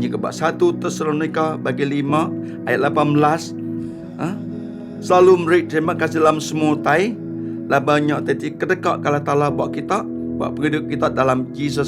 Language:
Iban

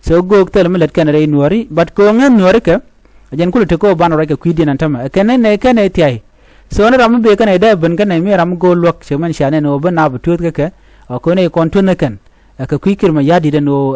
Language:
Nuer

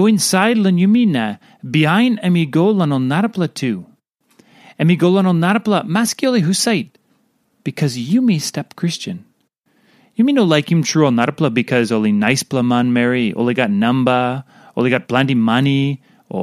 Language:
Tok Pisin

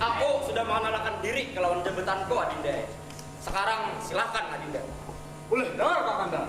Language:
Banjar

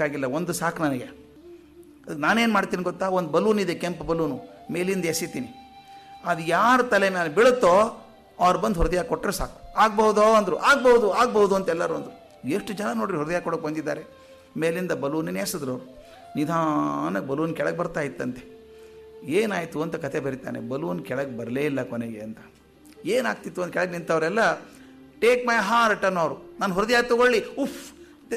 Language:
Kannada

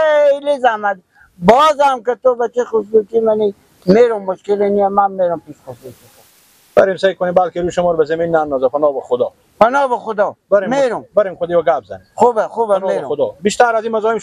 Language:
Persian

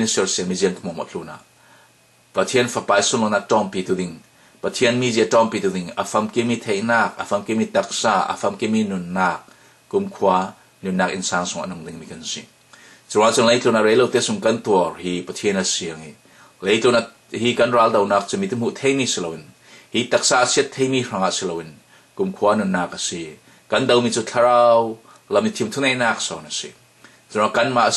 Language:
Falam Chin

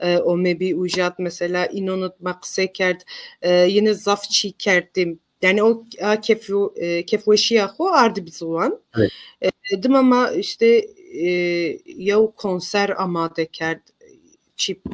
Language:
Zaza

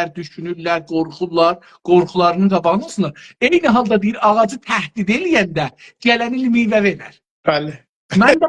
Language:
South Azerbaijani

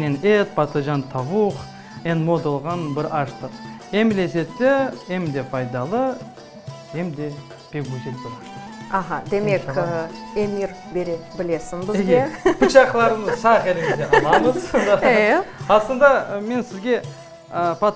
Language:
Crimean Tatar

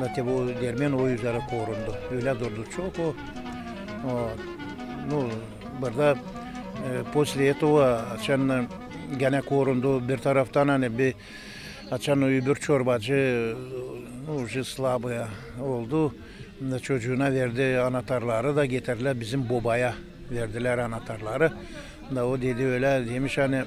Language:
Gagauz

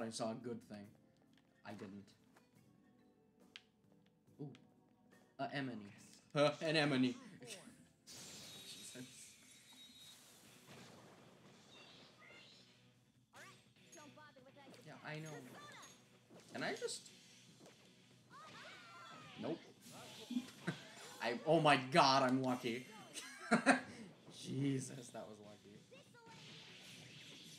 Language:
English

